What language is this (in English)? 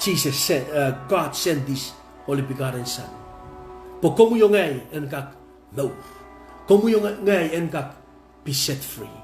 Pohnpeian